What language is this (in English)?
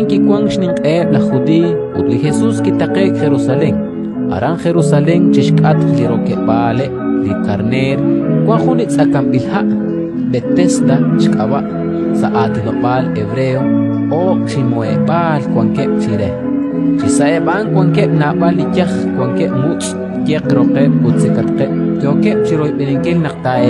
Kekchí